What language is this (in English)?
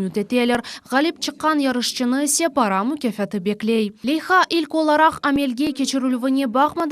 Crimean Tatar